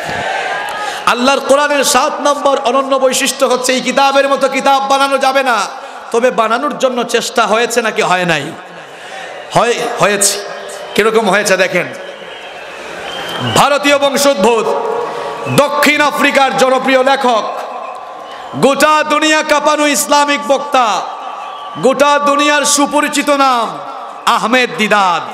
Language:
Bangla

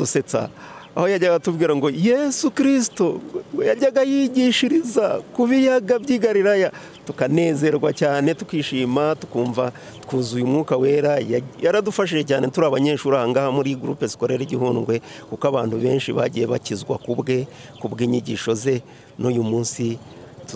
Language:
Kinyarwanda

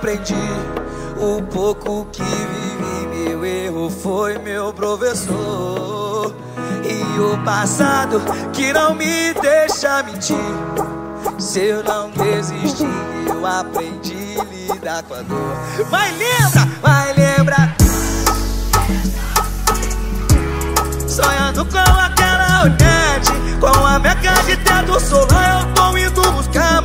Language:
Portuguese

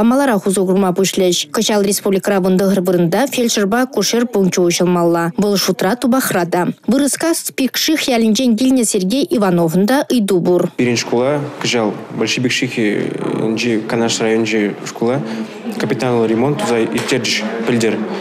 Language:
Chuvash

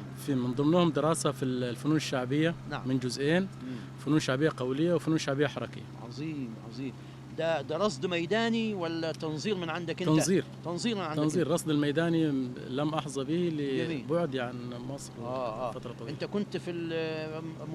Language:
Egyptian Arabic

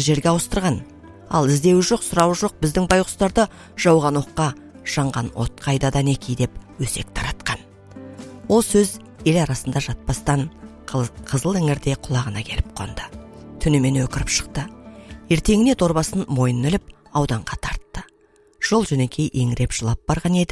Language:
Kazakh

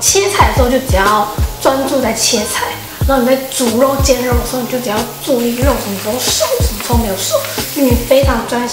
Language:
Chinese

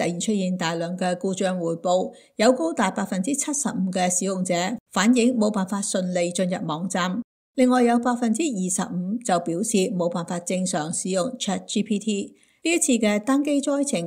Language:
Cantonese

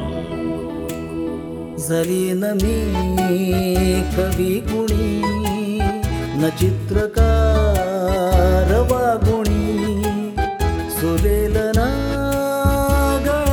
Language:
Marathi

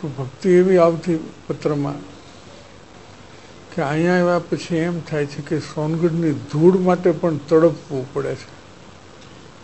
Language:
Gujarati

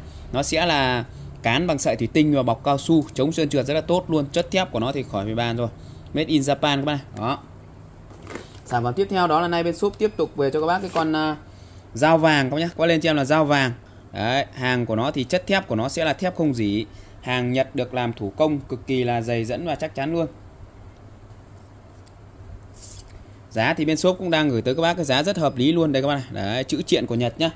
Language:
Vietnamese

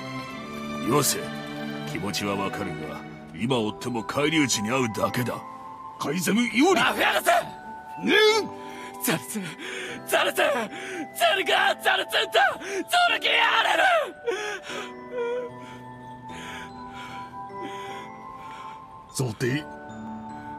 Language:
Japanese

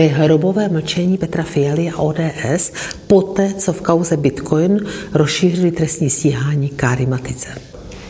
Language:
Czech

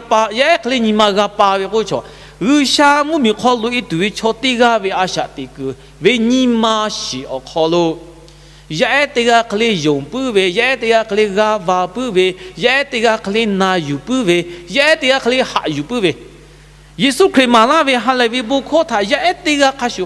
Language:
Lahu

